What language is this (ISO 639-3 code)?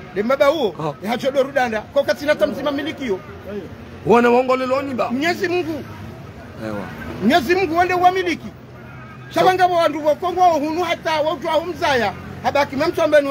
zdj